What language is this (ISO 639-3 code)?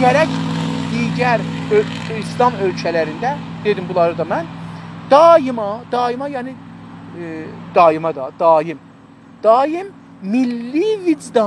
azb